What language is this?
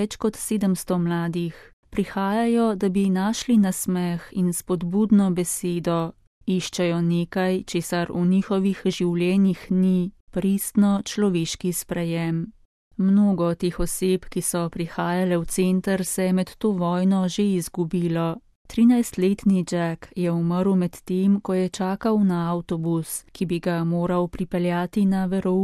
Slovenian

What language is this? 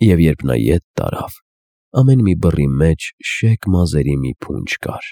Armenian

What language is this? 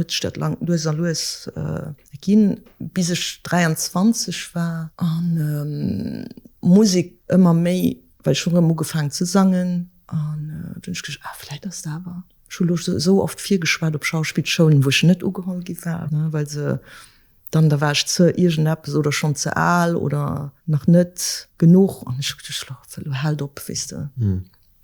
Luxembourgish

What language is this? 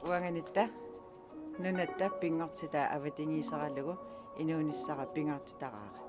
Kalaallisut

